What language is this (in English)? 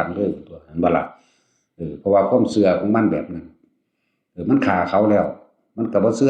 Northeastern Thai